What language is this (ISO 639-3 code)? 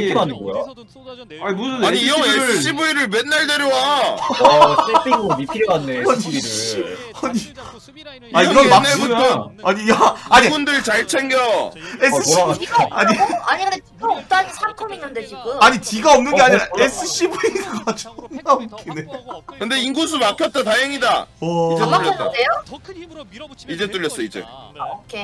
kor